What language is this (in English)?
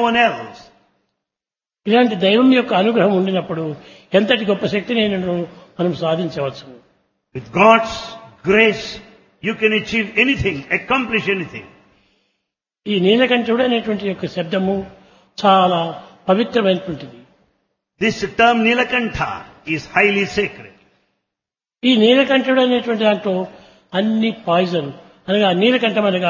Telugu